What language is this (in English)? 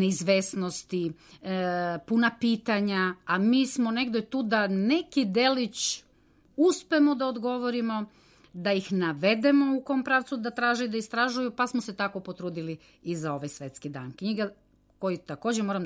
Serbian